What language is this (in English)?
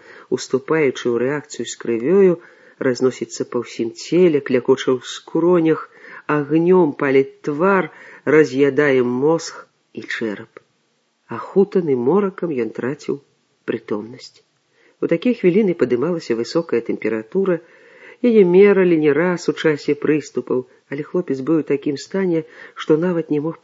Belarusian